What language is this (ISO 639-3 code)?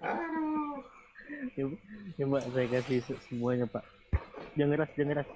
bjn